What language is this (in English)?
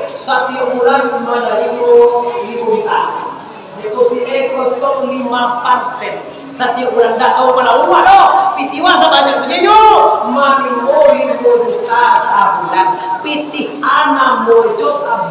Minangkabau